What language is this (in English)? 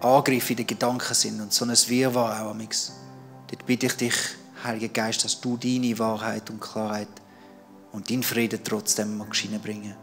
Swiss German